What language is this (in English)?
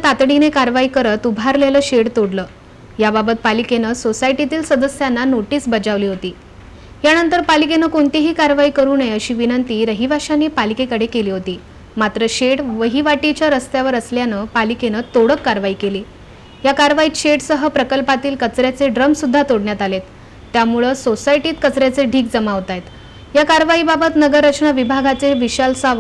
Marathi